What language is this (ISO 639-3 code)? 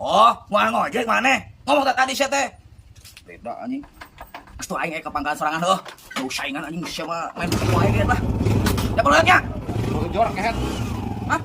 sun